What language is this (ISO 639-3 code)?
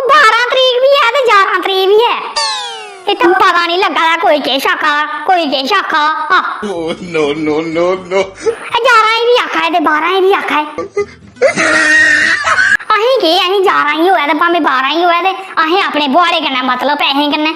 doi